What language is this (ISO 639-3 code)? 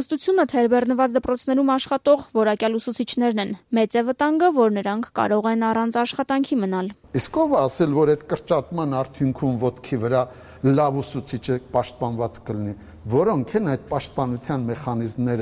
hye